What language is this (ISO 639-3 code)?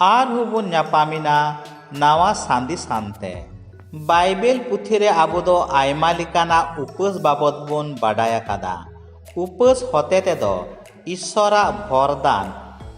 sat